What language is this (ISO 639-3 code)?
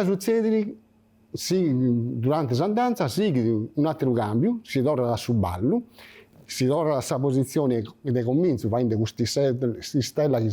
srd